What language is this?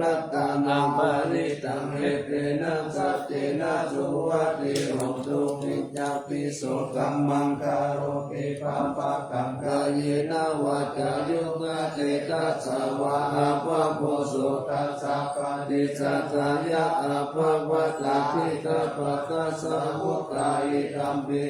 Pali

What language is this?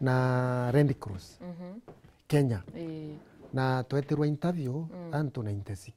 Meru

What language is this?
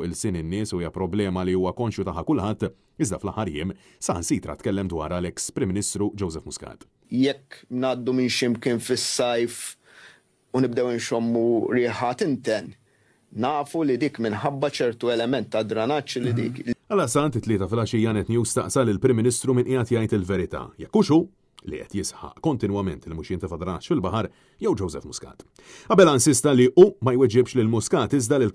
Maltese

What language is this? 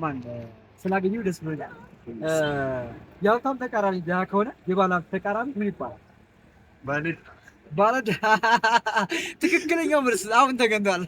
Amharic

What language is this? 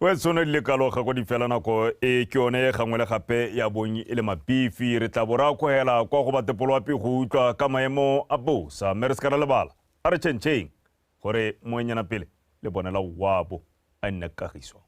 Tswana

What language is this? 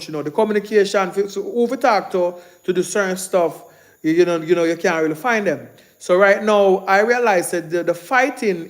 Jamaican Creole English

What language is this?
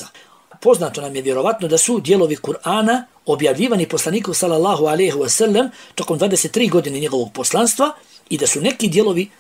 Bosnian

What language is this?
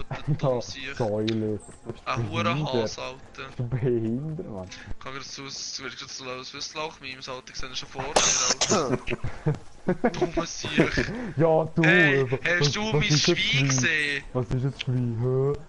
Swiss German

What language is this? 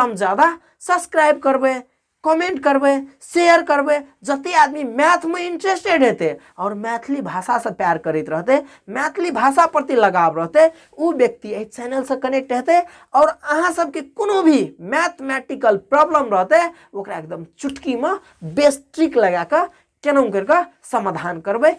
Maithili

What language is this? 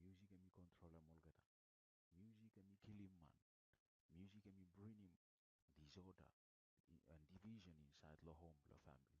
Bislama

